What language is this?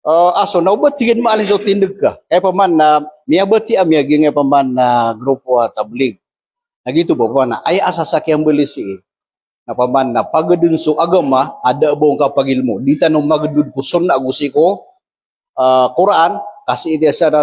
Maranao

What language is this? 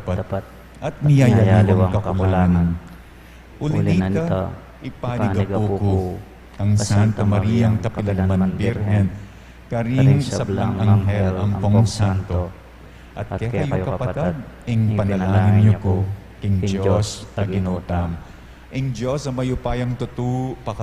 Pampanga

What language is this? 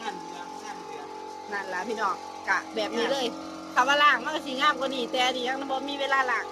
Northeastern Thai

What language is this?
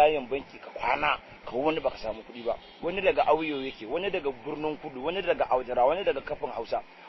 Hausa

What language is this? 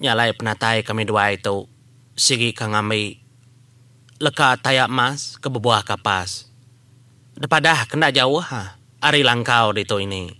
Iban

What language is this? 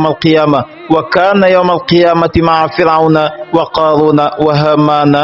Wolof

